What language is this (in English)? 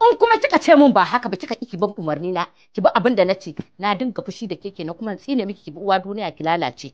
Hausa